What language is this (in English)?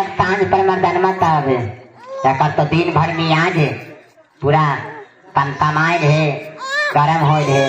Magahi